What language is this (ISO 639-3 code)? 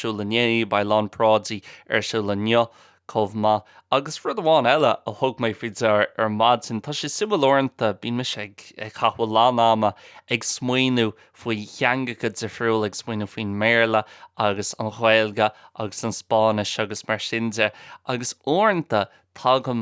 gle